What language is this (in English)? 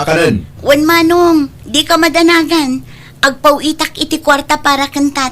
Iloko